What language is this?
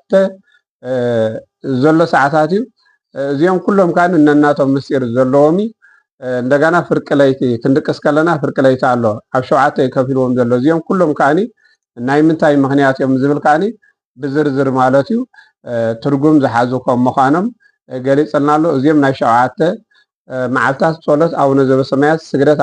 Tigrinya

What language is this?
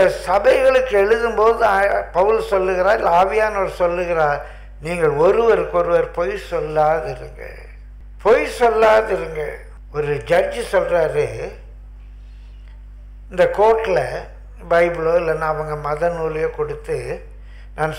Tamil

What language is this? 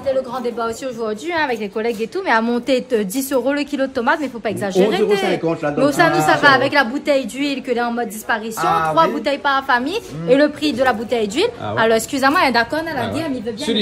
Réunion Creole French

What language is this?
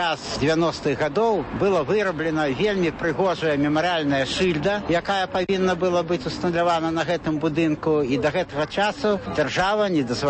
Belarusian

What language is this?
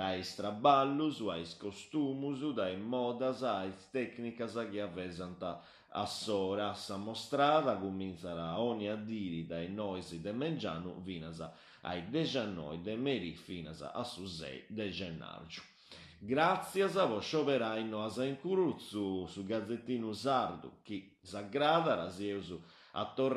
Sardinian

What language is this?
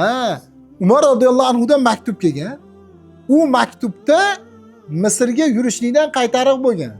Uzbek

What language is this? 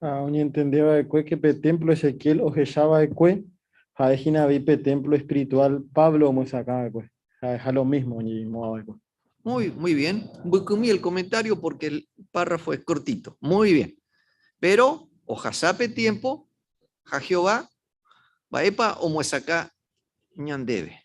Guarani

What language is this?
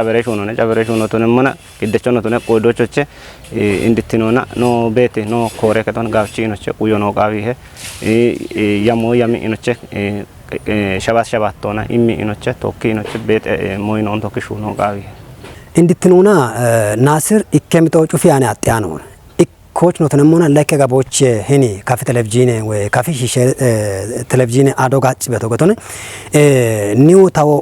Kafa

